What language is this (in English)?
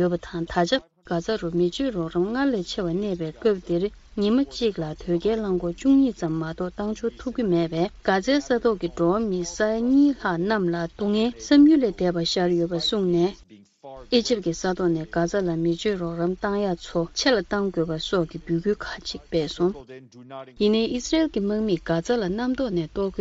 Tibetan